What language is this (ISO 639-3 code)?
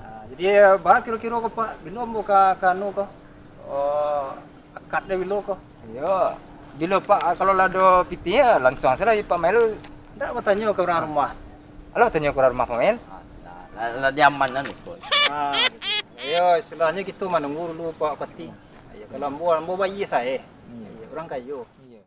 min